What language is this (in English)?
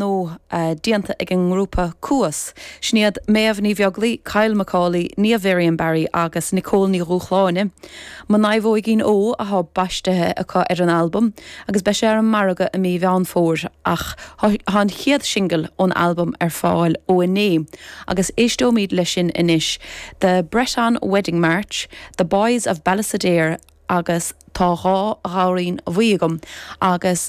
Irish